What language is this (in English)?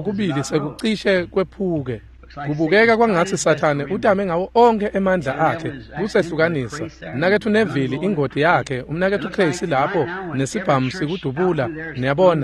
Swati